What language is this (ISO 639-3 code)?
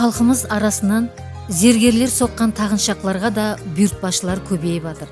kaa